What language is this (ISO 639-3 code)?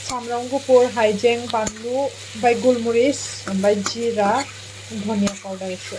brx